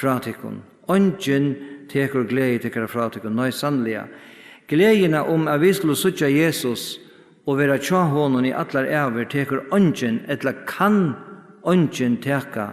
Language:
Faroese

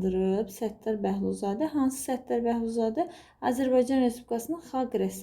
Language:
Azerbaijani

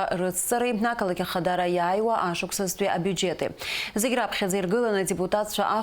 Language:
Abkhazian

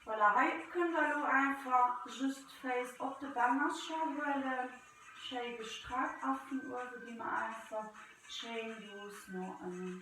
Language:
Luxembourgish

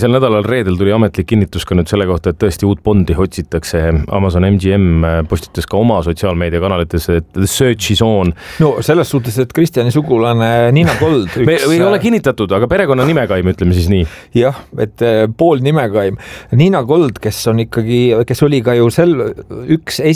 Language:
Estonian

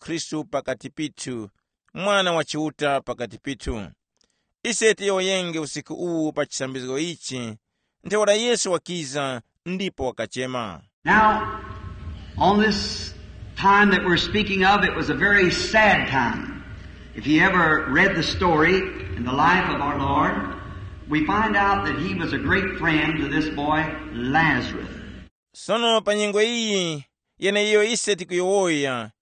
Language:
Tumbuka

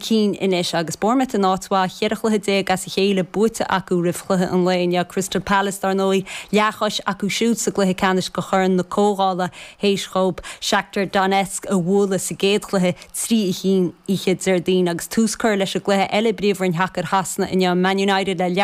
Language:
Irish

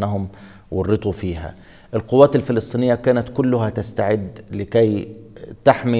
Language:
Arabic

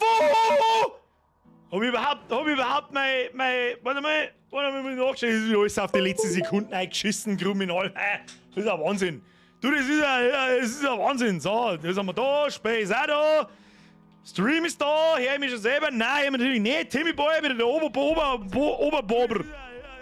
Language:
Bavarian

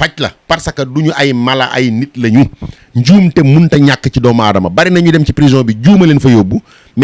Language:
Wolof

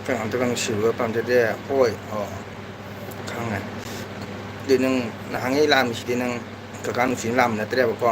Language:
Manipuri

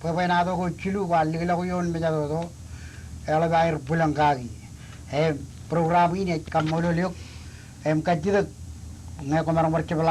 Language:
Marshallese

